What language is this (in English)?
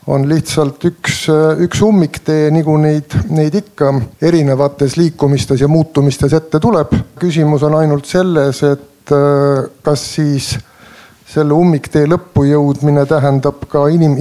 Estonian